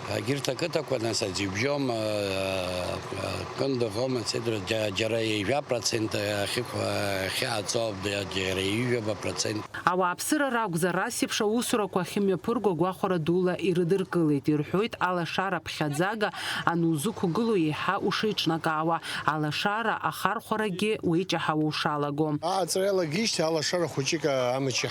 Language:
Abkhazian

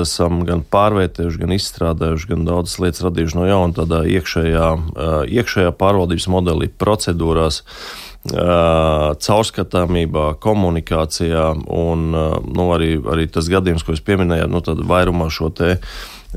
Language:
Latvian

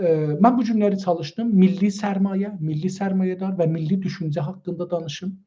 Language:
South Azerbaijani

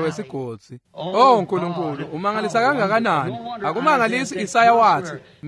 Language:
Swati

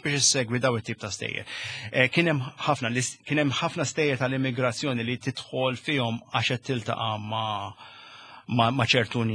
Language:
Maltese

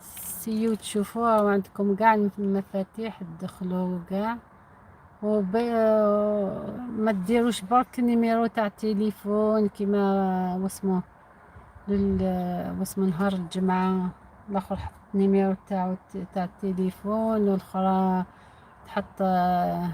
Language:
Algerian Arabic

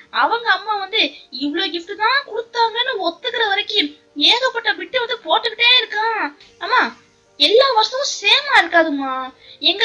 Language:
Tamil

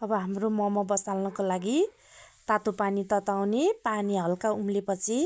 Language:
Nepali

